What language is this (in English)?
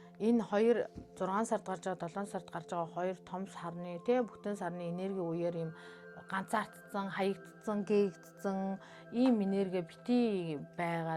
Mongolian